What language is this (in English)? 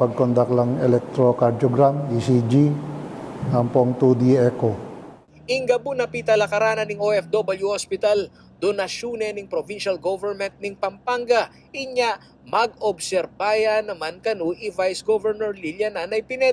Pampanga